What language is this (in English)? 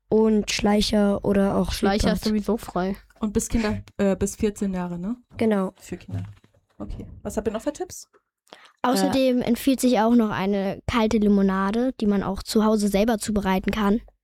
German